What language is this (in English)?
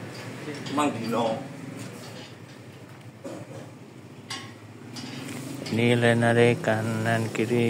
Indonesian